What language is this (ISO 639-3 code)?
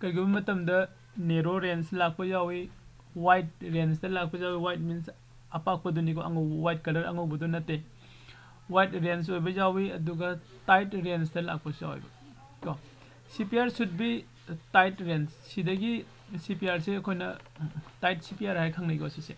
mni